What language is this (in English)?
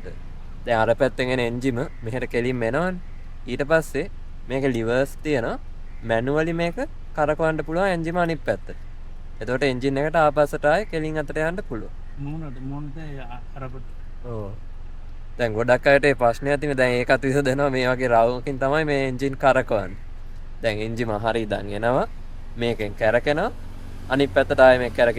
Sinhala